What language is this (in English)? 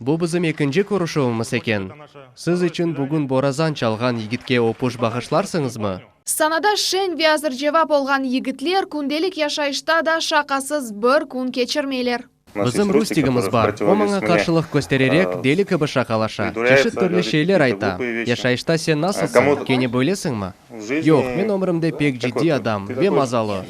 Crimean Tatar